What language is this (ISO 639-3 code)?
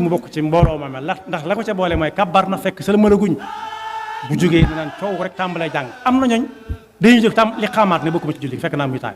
wol